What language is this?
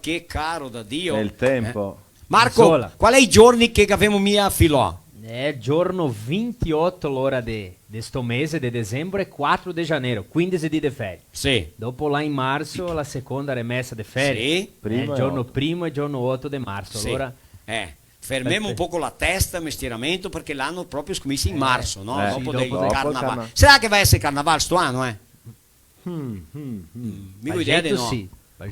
Venetian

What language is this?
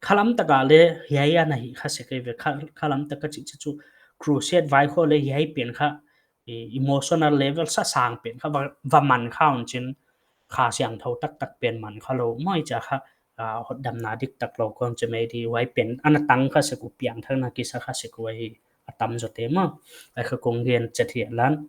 Paite Chin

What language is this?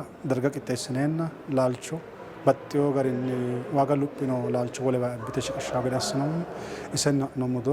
Sidamo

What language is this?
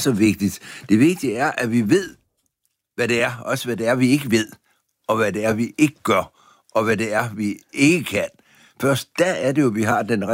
Danish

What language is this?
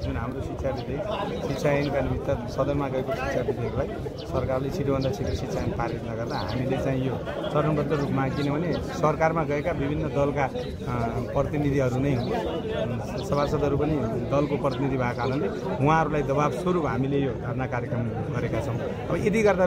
Nepali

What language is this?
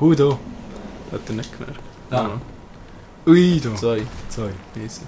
Swiss German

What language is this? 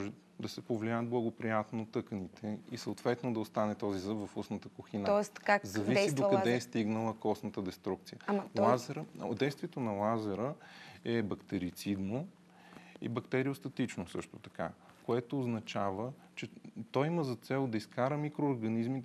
Bulgarian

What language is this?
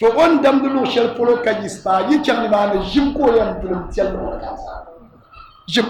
Dagbani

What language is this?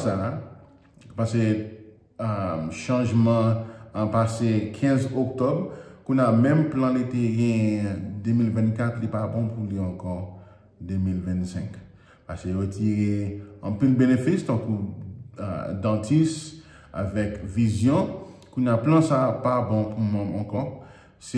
Haitian Creole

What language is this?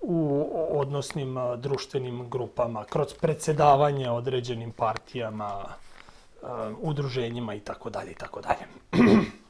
Serbian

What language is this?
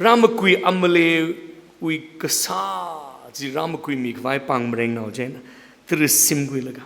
Tangkhul Naga (India)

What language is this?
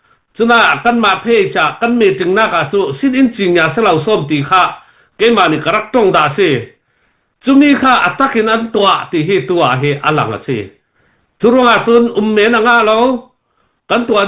Hakha Chin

